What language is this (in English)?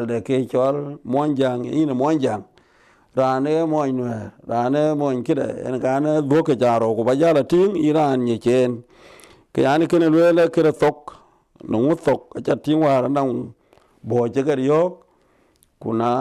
Dinka